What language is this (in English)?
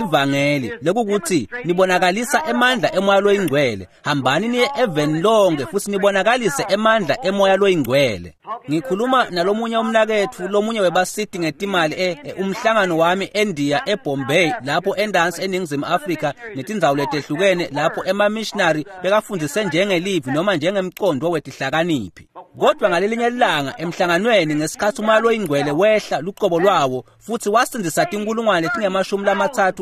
Swati